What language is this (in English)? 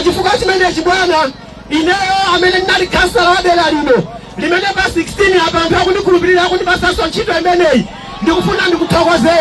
Nyanja